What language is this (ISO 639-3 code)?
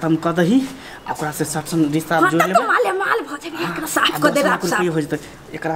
mai